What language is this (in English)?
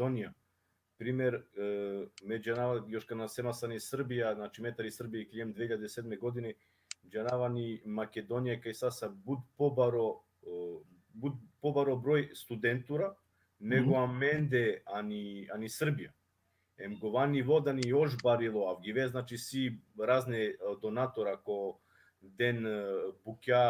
Balkan Romani